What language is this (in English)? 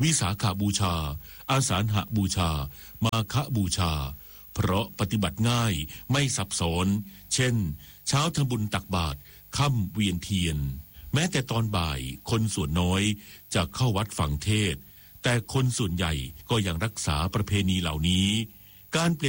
Thai